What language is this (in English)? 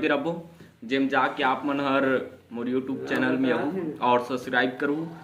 Chhattisgarhi